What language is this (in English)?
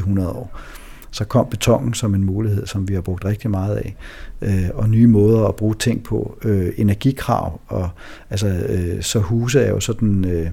Danish